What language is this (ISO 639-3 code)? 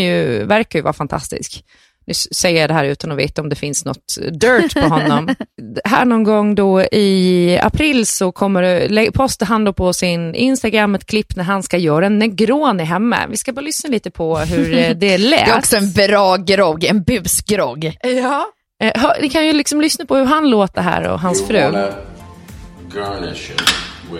swe